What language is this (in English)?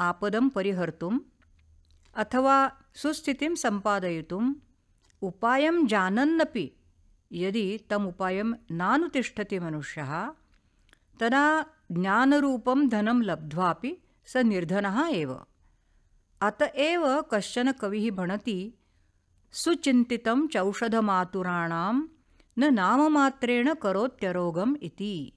Sanskrit